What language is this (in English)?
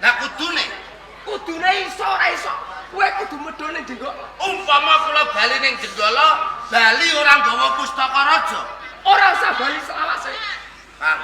Javanese